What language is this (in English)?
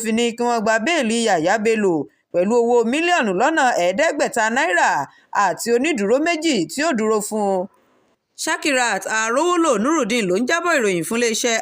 Yoruba